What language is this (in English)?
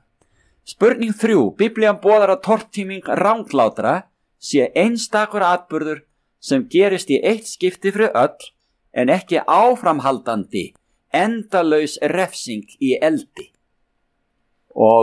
Icelandic